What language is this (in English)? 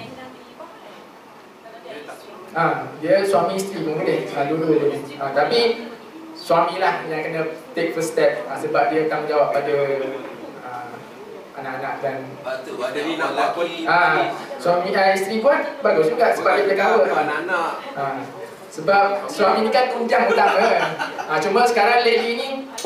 Malay